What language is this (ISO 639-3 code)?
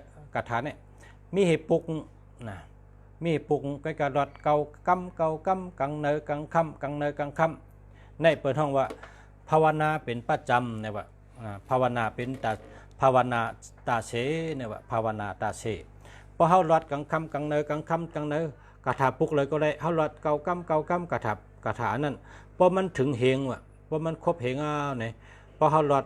shn